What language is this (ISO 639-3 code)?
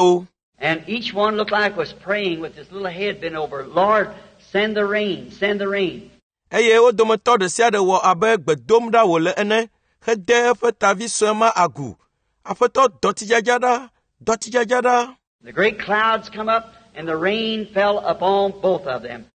ewe